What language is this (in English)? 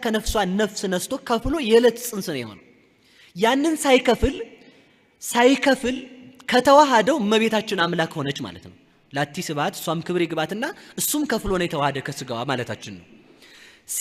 Amharic